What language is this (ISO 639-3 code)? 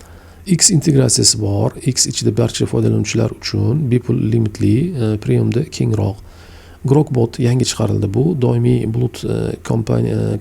uzb